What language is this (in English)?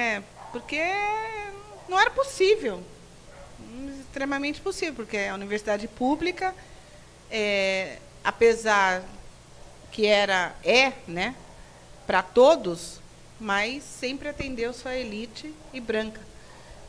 Portuguese